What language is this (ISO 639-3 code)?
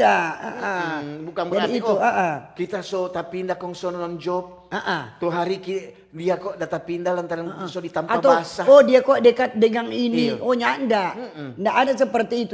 xmm